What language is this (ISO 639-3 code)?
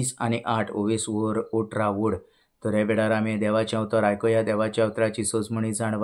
kok